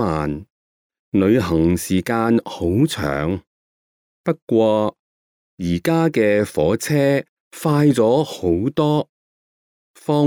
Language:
Cantonese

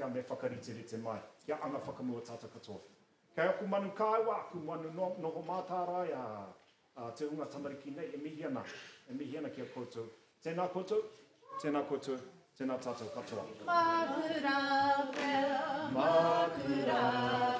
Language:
Māori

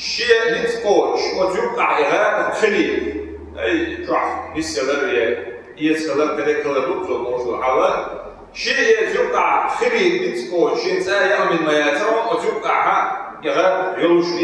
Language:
Chechen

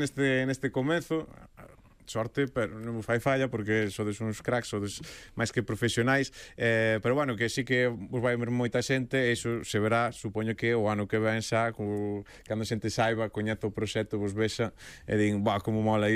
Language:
Galician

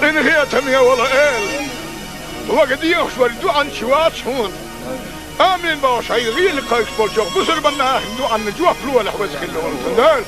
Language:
Chechen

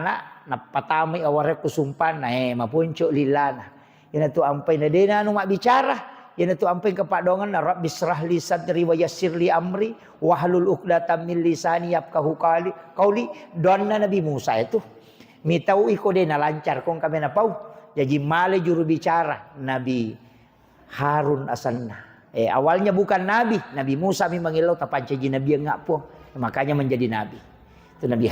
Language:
Buginese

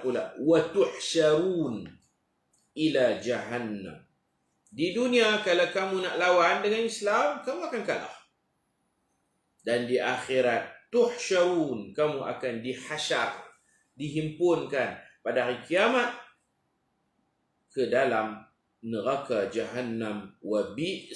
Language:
Malay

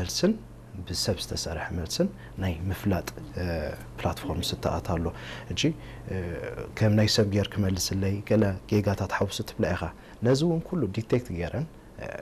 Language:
Tigrinya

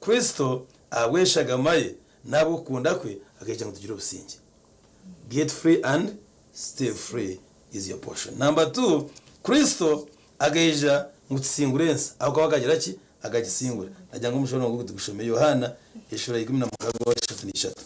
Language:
Nyankole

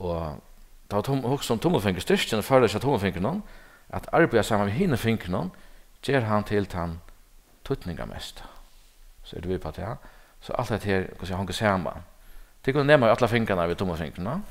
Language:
Faroese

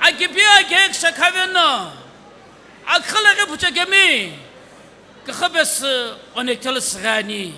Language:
Sumi Naga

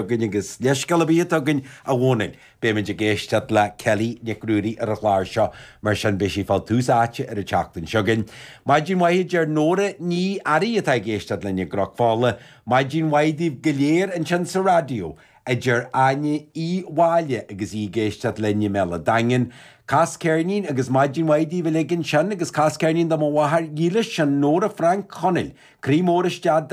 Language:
Irish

